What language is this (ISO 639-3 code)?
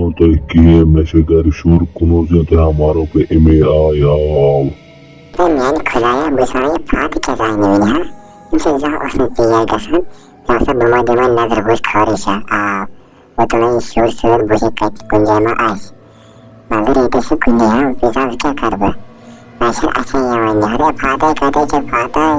kas